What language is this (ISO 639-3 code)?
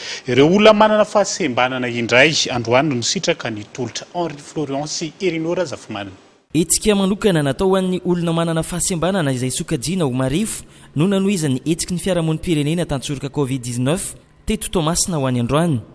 mlg